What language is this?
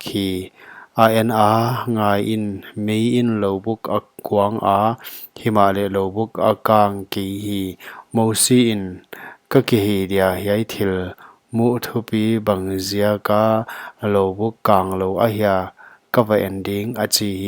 Paite Chin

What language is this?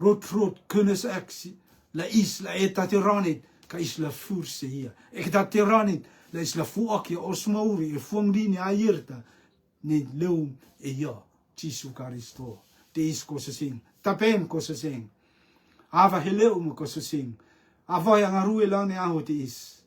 Rotuman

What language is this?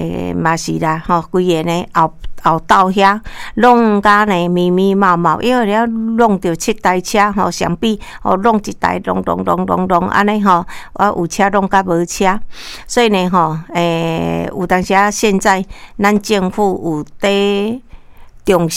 Min Nan Chinese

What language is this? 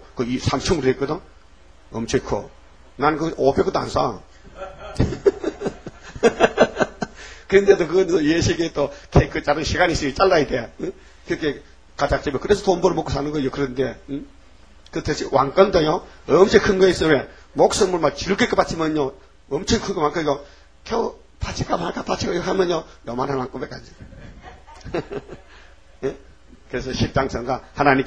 Korean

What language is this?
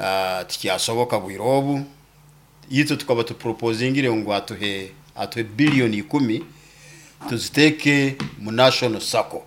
Nyoro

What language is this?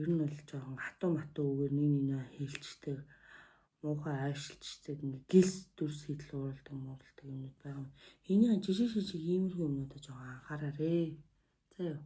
Mongolian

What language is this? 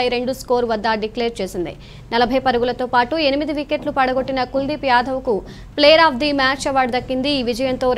Telugu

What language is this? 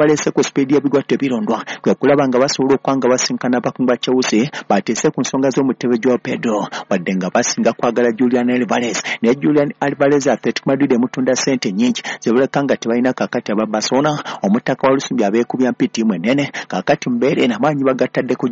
Ganda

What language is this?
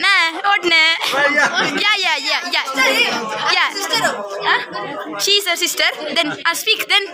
Tulu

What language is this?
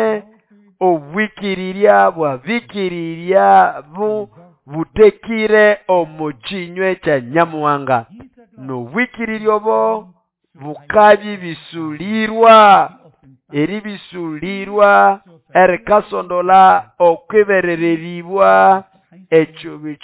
Nande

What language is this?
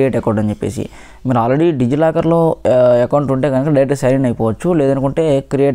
Telugu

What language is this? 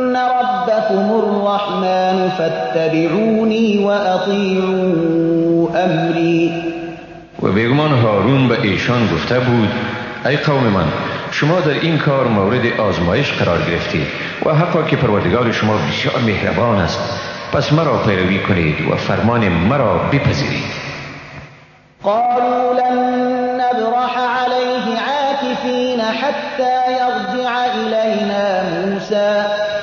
Persian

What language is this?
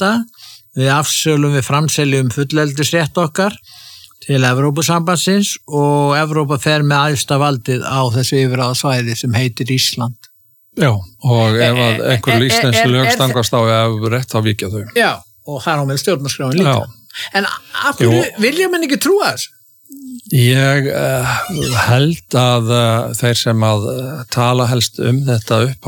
Icelandic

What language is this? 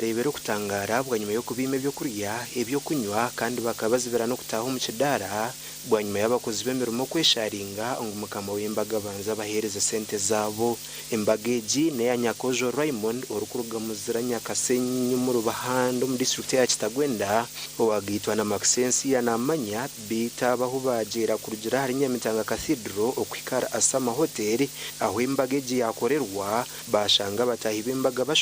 Nyankole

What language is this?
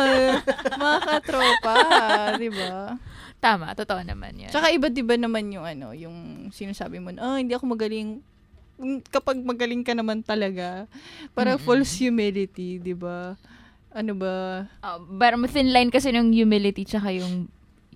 Filipino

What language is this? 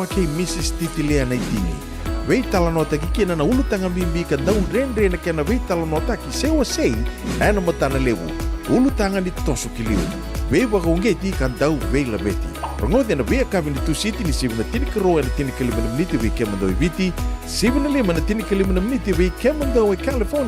Fijian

